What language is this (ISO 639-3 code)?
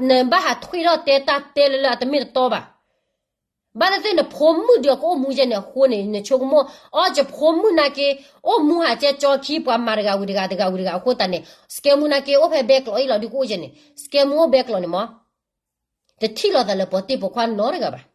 ksw